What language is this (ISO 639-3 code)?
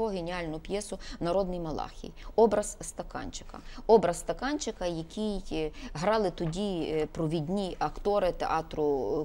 ukr